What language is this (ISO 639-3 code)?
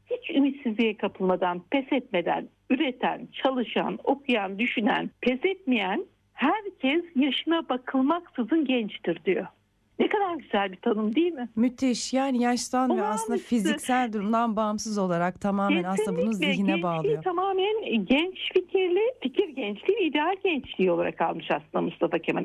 tur